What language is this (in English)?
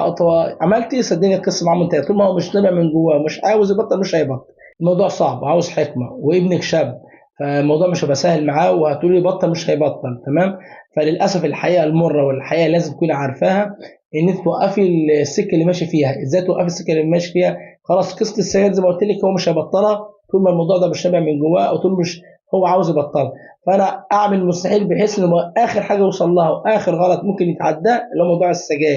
Egyptian Arabic